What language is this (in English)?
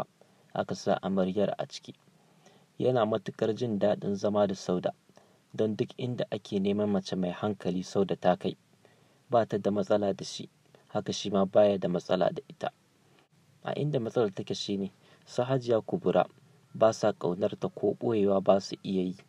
Hausa